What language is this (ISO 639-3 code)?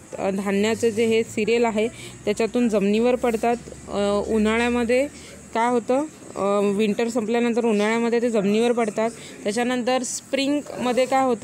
mar